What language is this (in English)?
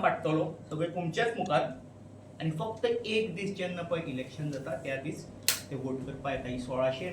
Konkani